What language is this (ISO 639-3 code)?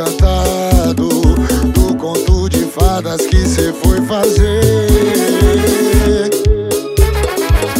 por